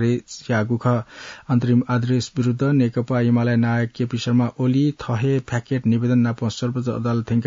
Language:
Newari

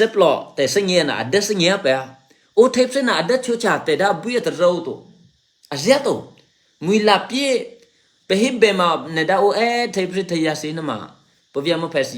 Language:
Eastern Kayah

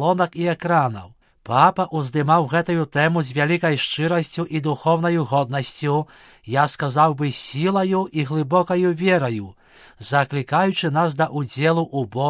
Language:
Belarusian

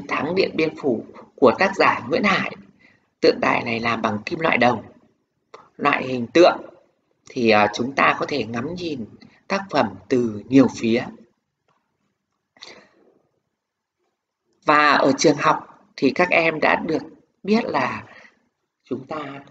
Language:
Vietnamese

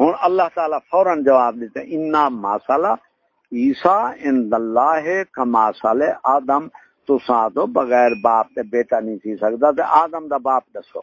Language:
Saraiki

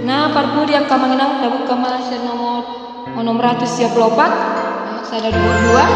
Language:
Batak Toba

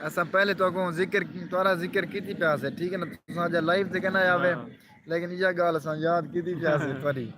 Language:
Saraiki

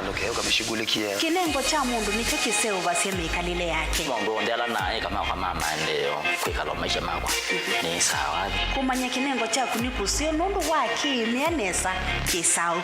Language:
Kamba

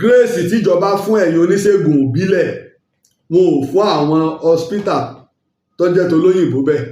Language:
Yoruba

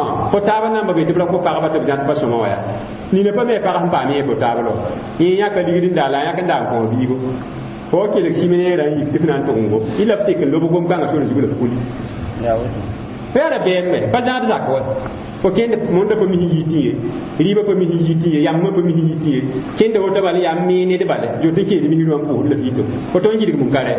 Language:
Mossi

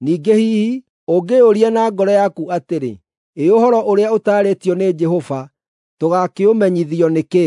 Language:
Kikuyu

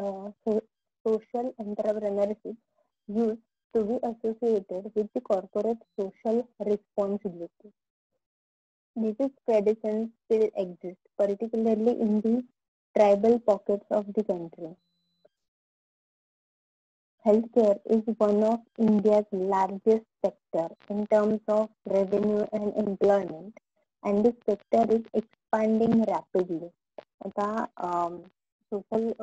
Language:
Marathi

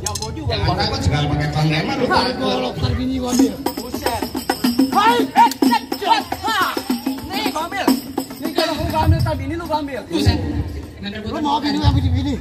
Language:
Betawi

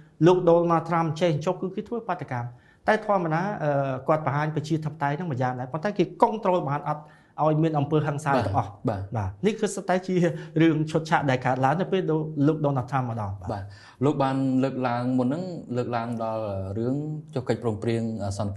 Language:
Khmer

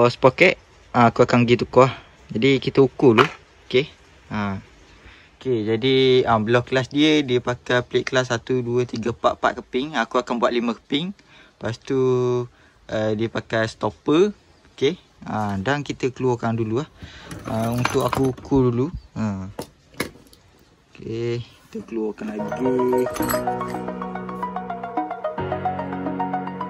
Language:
Malay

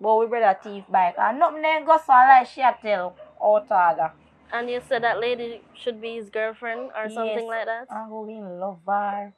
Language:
Jamaican Creole English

